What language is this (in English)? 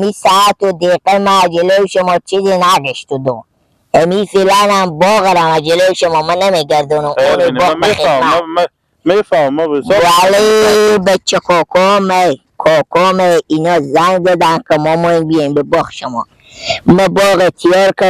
Persian